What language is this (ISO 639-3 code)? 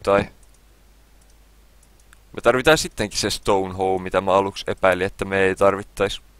fin